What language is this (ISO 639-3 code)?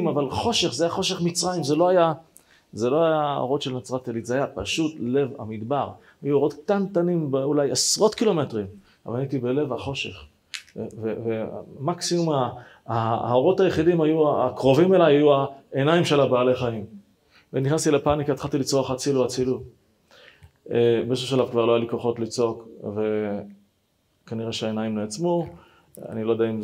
heb